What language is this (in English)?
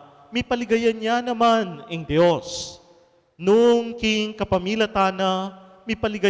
Pampanga